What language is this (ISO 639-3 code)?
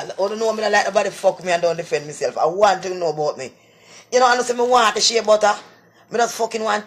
jam